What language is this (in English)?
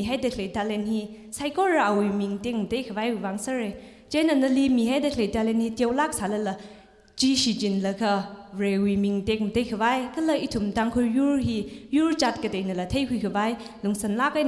Tangkhul Naga (India)